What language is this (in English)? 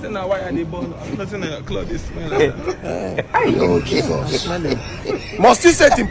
Nigerian Pidgin